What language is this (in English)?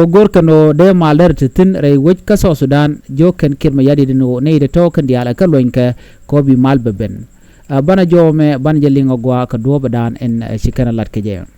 Nuer